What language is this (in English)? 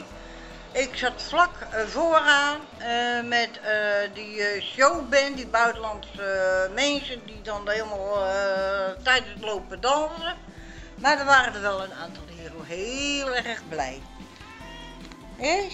Dutch